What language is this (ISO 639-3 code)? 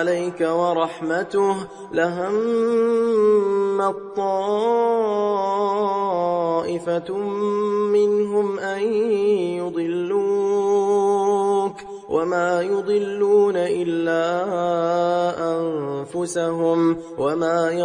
ara